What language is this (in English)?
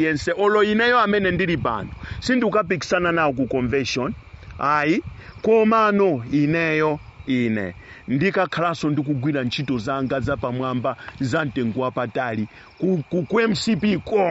Nyanja